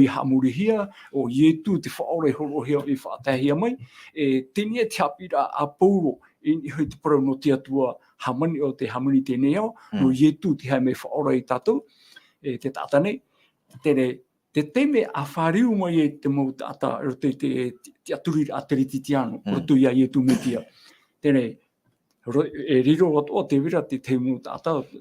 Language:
Tahitian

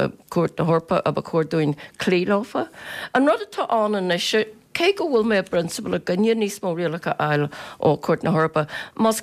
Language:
Irish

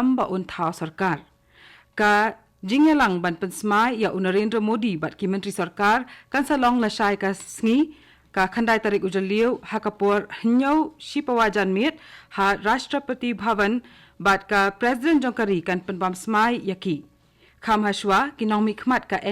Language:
Khasi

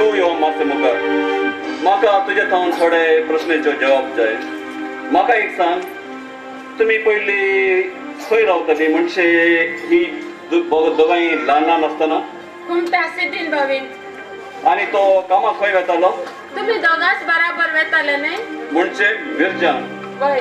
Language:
Konkani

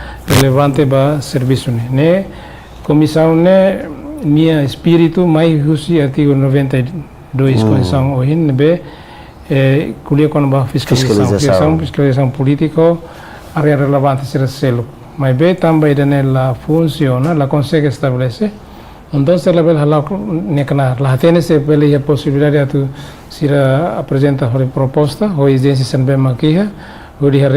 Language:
Tetum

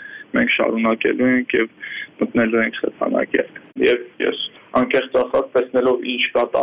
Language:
Armenian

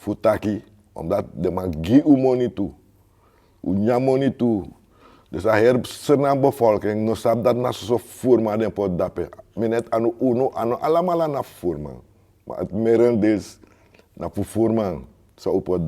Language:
Sranan Tongo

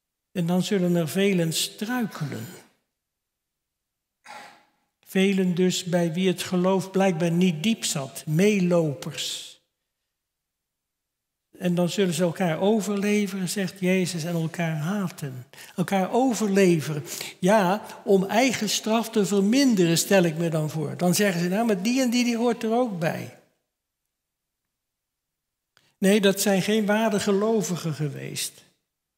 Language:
Dutch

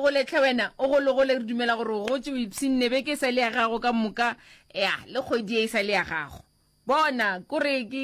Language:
Northern Sotho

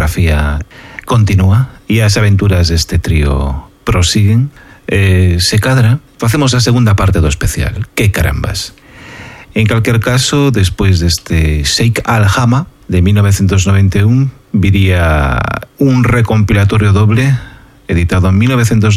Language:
Galician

